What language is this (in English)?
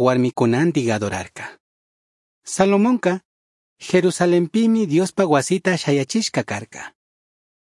Chimborazo Highland Quichua